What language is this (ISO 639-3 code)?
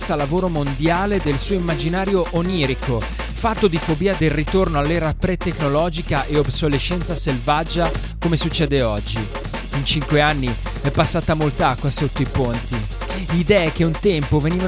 ita